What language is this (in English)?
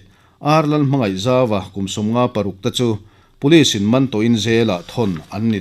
Mizo